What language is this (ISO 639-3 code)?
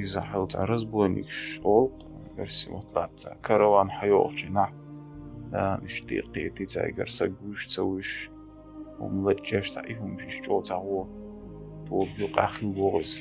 che